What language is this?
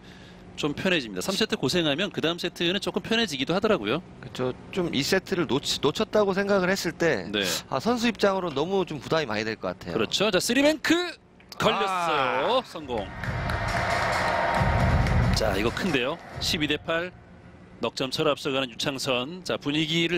Korean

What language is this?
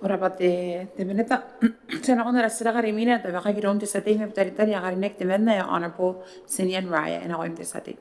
Gilbertese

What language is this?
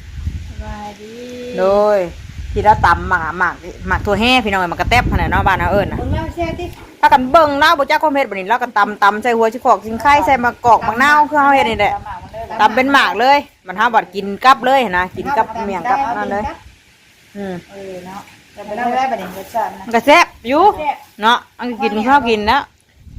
Northeastern Thai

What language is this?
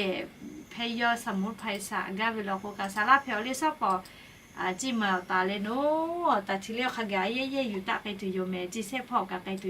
Lahu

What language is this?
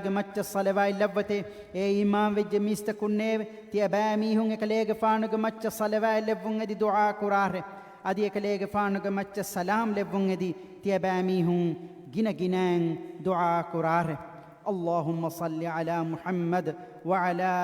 Divehi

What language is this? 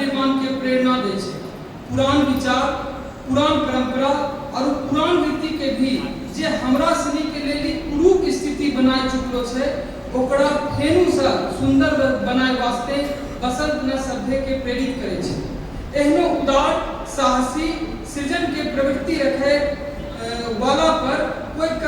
Angika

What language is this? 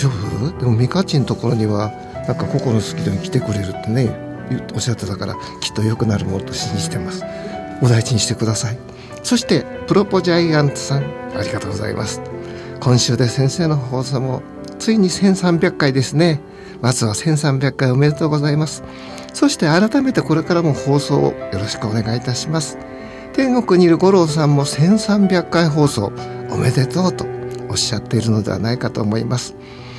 Japanese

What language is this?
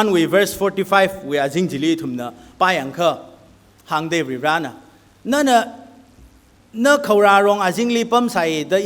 Tangkhul Naga (India)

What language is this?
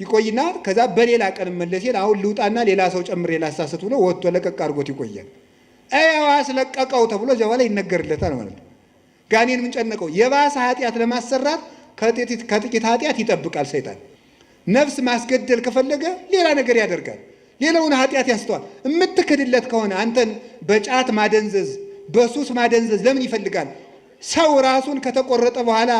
Amharic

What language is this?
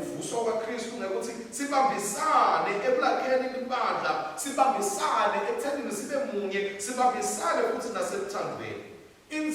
Swati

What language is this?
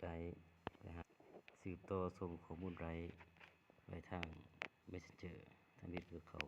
Lao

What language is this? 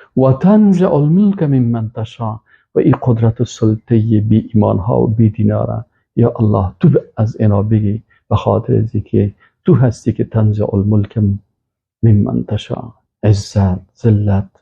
Persian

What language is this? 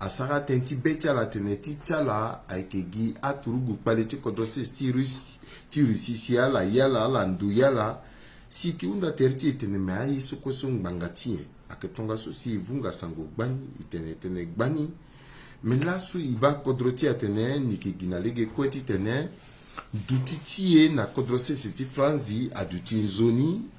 Sango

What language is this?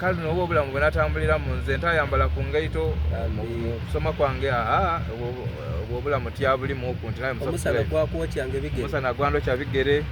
Soga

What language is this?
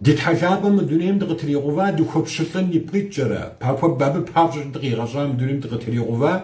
Kabardian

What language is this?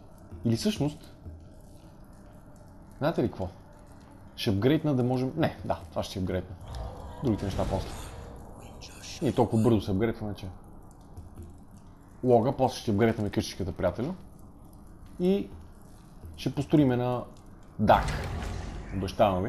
Bulgarian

